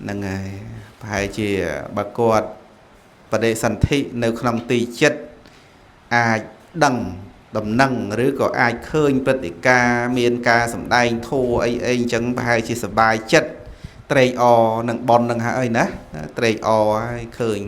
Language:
Khmer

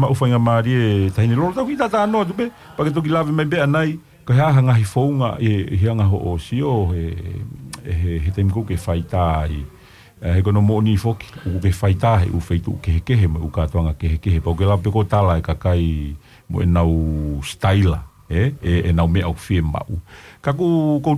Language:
Tongan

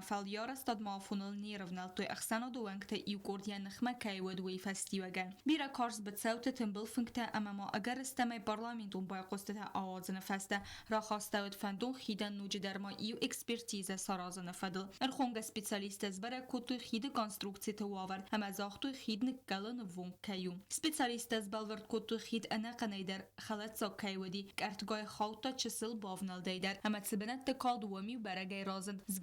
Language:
Ossetic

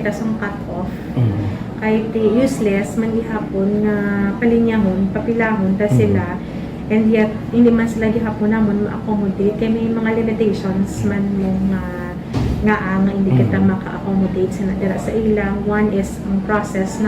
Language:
Hiligaynon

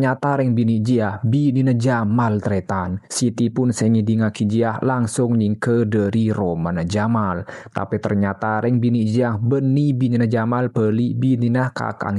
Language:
Madurese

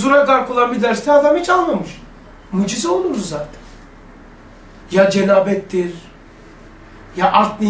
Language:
Turkish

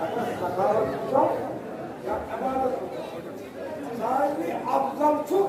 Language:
Kashmiri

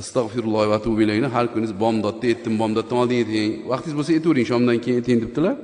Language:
Uzbek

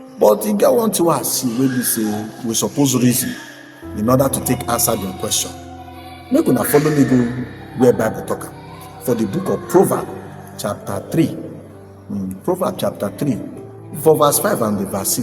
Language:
Nigerian Pidgin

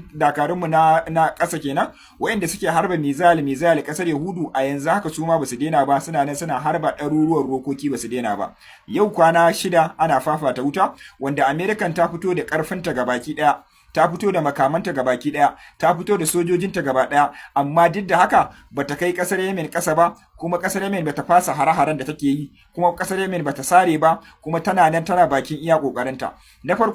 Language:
Hausa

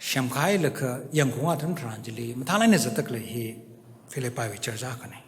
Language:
Tangkhul Naga (India)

